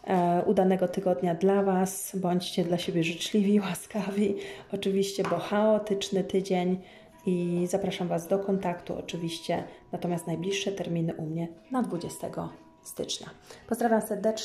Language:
Polish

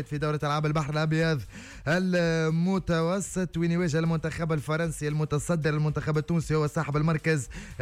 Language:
Tunisian Arabic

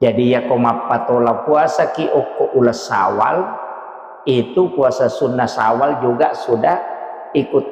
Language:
Buginese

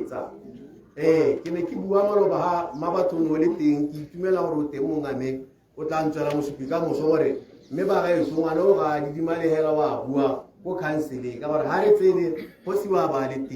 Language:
Tswana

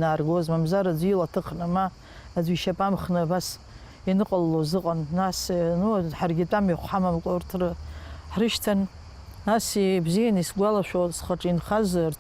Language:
Abkhazian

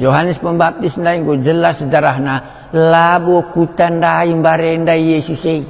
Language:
Batak Karo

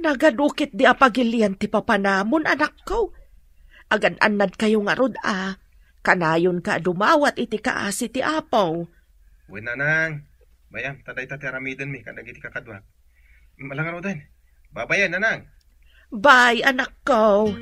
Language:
Iloko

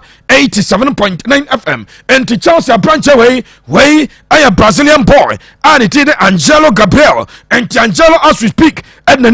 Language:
Akan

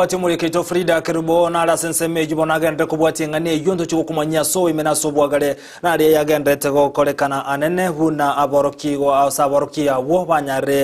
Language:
Gusii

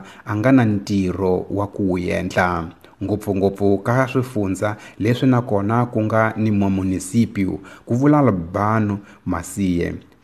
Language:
Tsonga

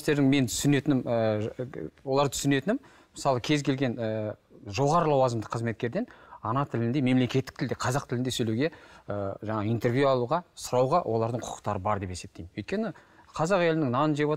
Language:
Kazakh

